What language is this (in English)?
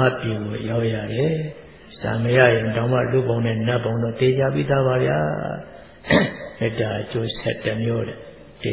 Burmese